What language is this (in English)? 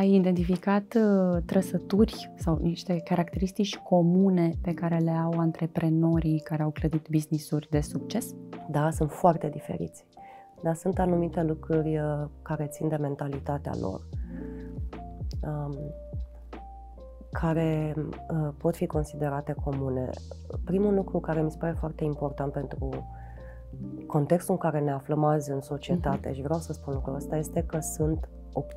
Romanian